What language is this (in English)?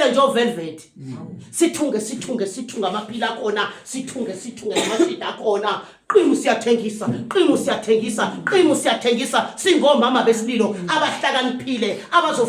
Zulu